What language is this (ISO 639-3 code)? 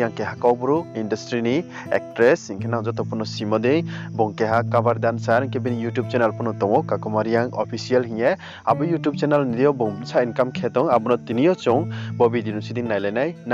ria